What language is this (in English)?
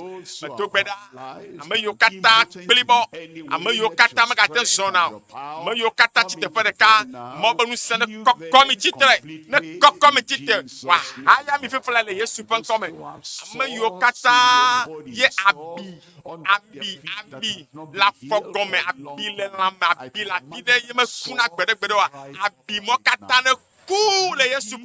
Ewe